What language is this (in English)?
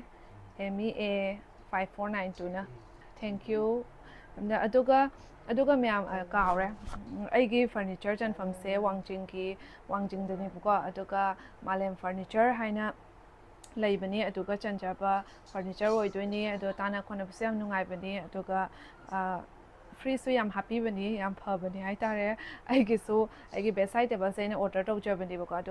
Manipuri